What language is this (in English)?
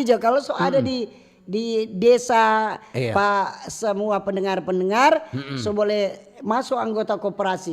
Manado Malay